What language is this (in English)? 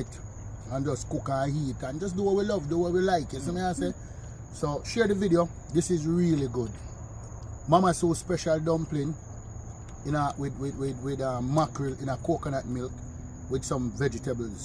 Jamaican Creole English